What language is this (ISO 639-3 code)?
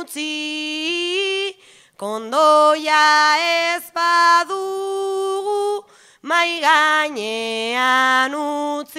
eus